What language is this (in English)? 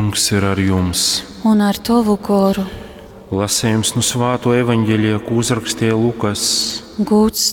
Latgalian